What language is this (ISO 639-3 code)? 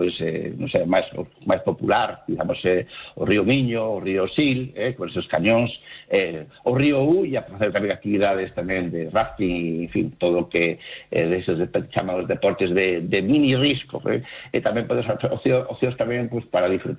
glg